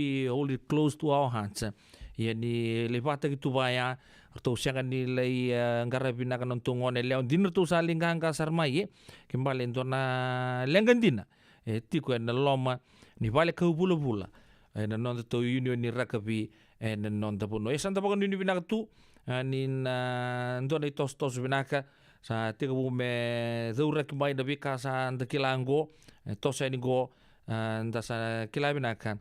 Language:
Fijian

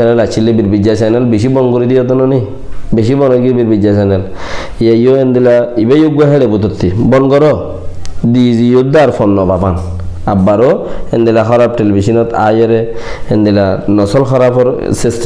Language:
Rohingya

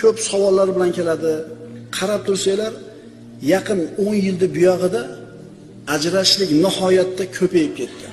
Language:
Uzbek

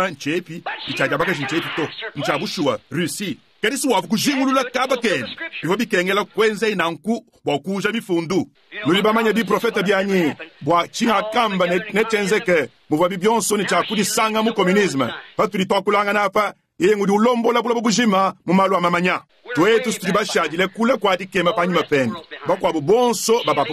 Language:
Luba-Lulua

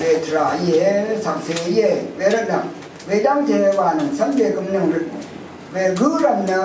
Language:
Rawang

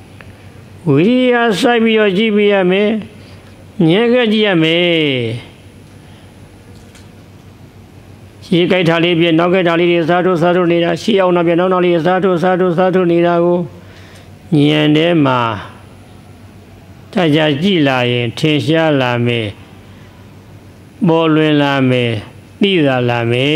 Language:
Burmese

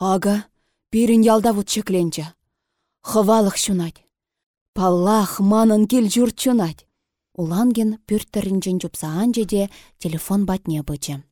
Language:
Chuvash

